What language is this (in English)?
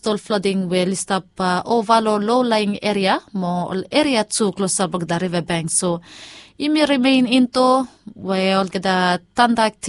Bislama